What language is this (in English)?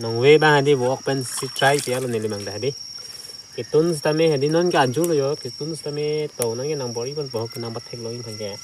Karbi